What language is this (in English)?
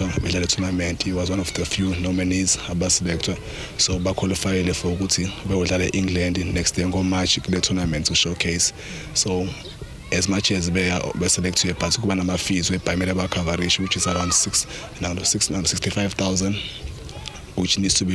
Zulu